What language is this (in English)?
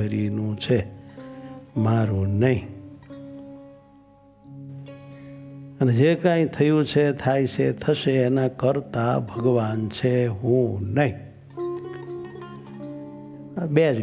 Gujarati